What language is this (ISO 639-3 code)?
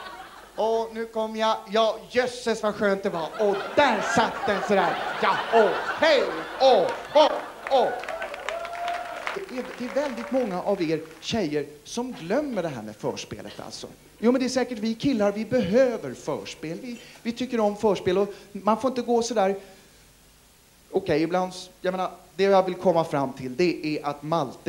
swe